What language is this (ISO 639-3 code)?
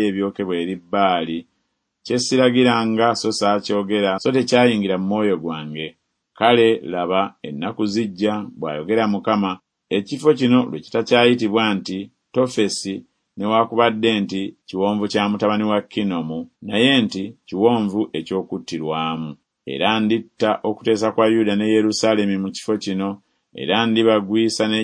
lug